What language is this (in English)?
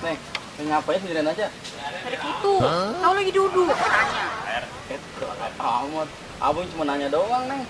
Betawi